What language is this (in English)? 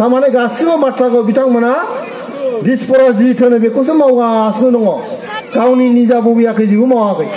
Bodo